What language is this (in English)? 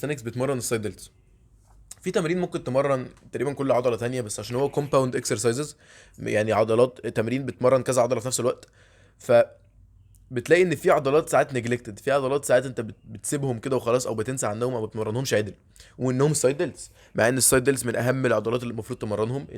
Egyptian Arabic